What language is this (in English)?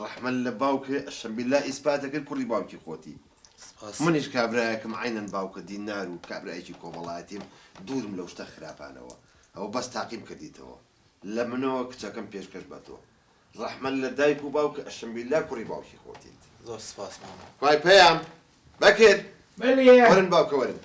Central Kurdish